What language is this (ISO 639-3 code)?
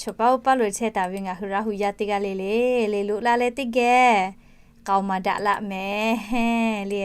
lhu